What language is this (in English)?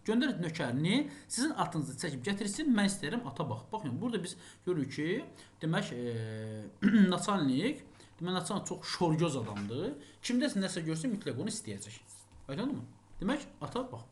Azerbaijani